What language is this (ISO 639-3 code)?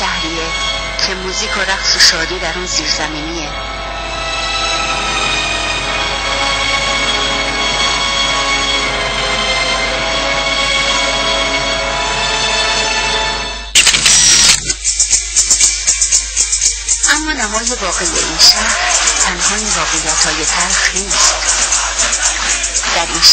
fas